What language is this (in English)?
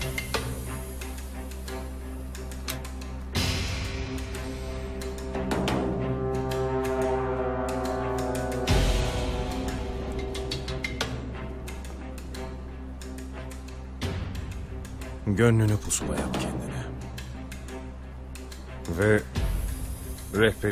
Turkish